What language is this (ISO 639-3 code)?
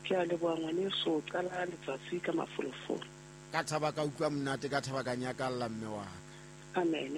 sot